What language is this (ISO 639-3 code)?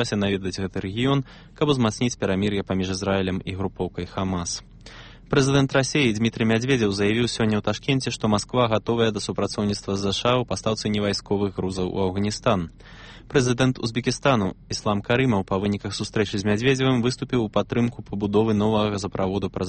bel